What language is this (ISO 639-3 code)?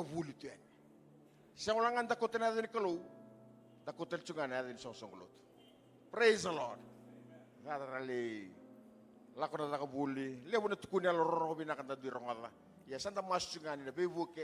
fij